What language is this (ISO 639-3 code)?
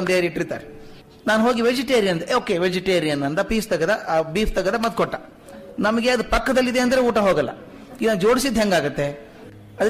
kan